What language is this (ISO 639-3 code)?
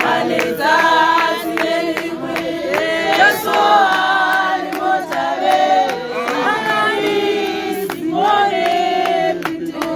tsn